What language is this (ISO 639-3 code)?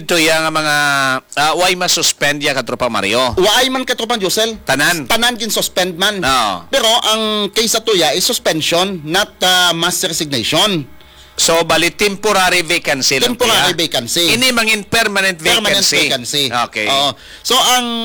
hil